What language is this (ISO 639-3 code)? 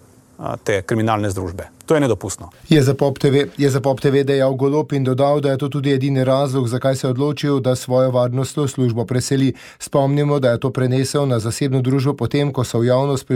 slv